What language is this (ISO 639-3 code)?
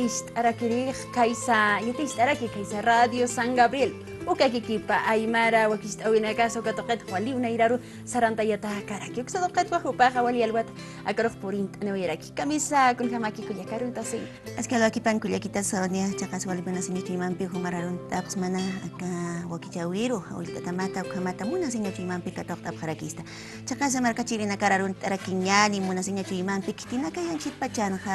aym